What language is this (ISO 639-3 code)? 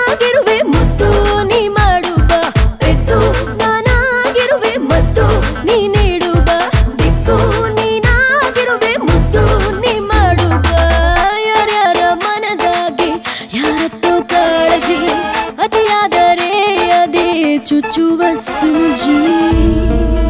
kan